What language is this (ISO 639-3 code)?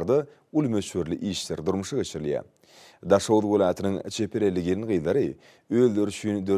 tuk